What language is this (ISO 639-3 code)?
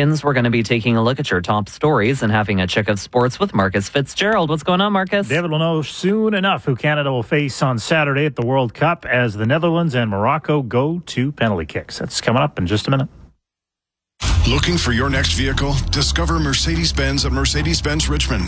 eng